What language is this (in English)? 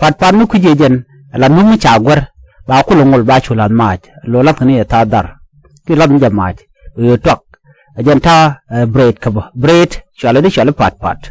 Nuer